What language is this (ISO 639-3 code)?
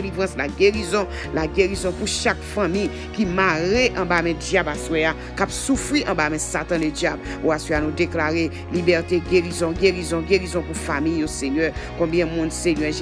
hat